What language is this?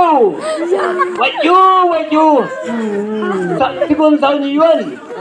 Chang Naga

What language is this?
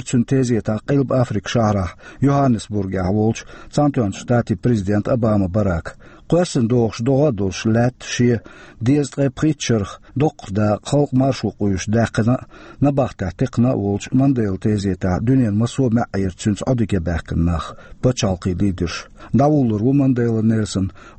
Chechen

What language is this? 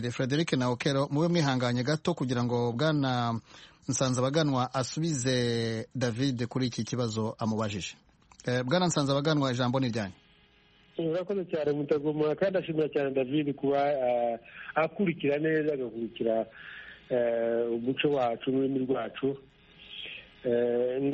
Kinyarwanda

